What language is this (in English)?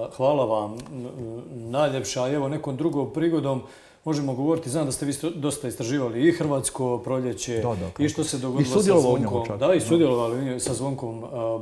Croatian